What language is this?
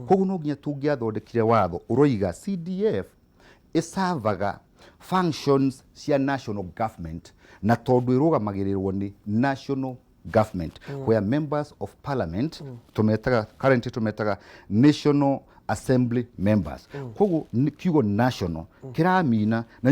Kikuyu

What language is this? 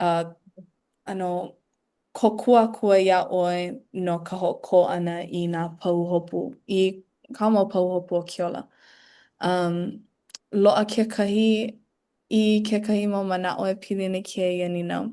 Hawaiian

